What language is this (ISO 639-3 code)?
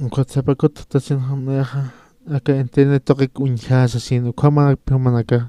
aym